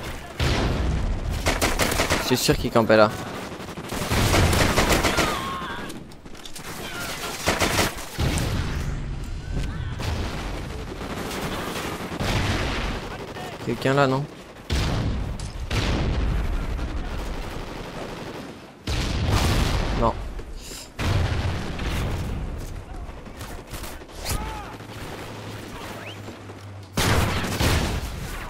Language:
French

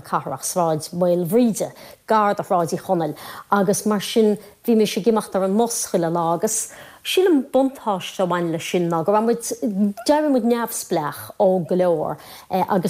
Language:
Irish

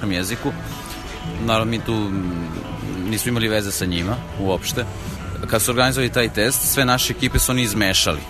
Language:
Serbian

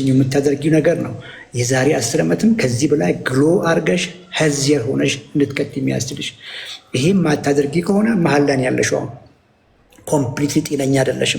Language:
Amharic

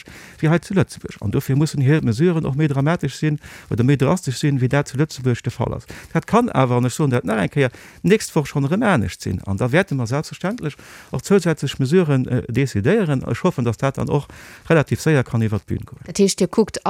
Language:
Luxembourgish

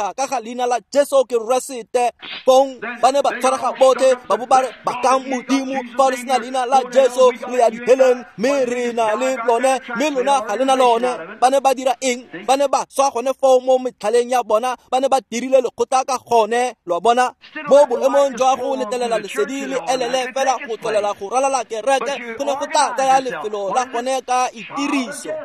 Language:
Tswana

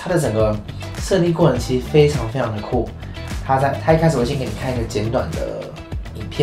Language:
Chinese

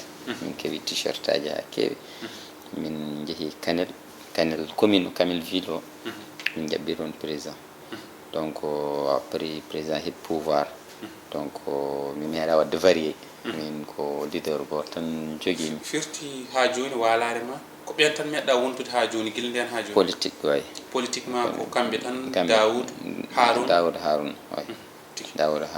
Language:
Fula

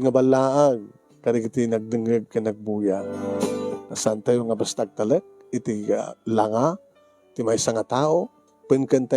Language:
Iloko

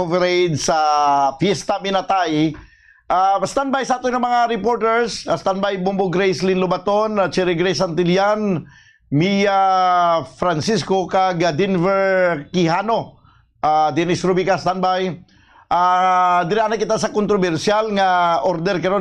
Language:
Hiligaynon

